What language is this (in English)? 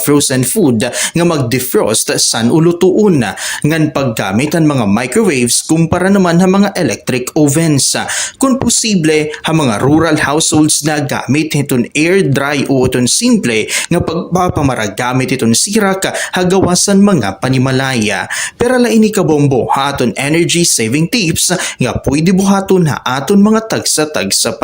Waray